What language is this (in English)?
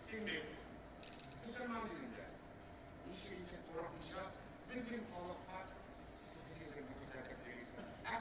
Tatar